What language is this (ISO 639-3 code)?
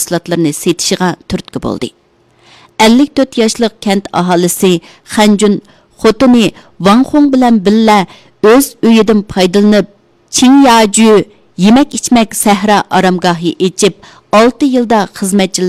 uig